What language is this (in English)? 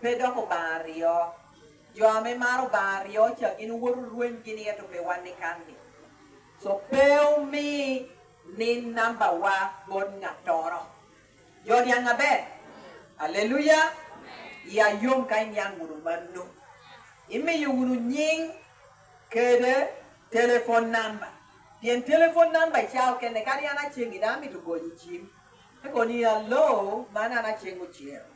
Lango (Uganda)